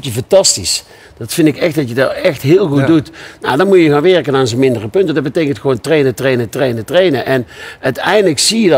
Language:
Dutch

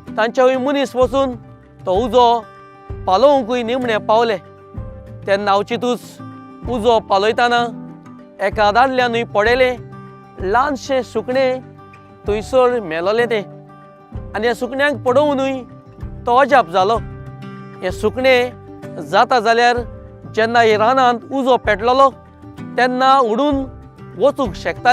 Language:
Konkani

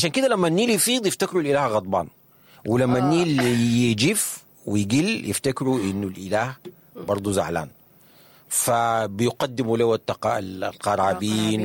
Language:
Sudanese Arabic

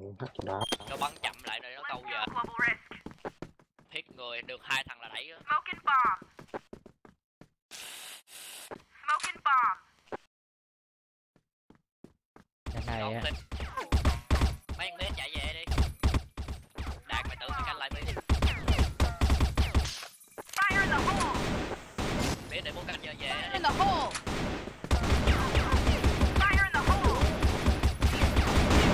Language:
Vietnamese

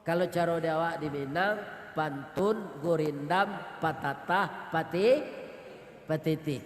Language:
Minangkabau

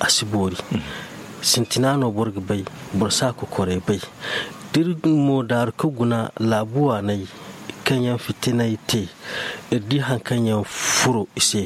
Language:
Zarma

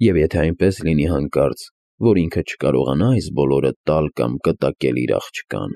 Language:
Armenian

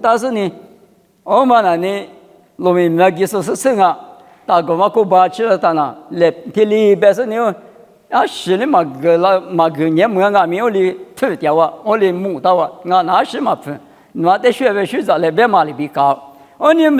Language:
Lisu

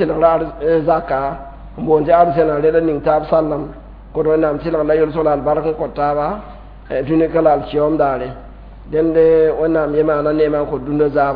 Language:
Mossi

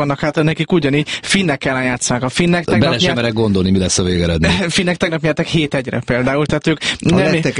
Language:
Hungarian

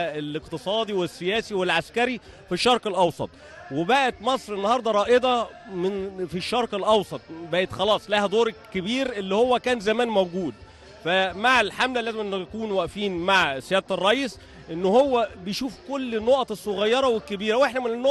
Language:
Egyptian Arabic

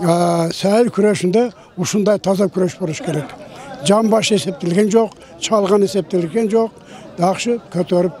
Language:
Kyrgyz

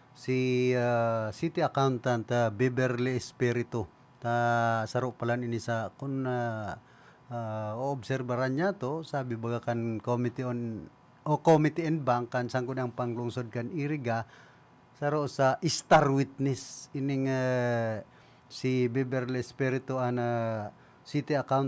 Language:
Bikol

